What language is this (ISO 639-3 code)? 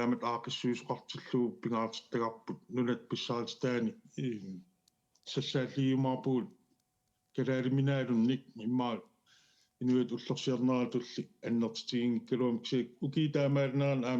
kal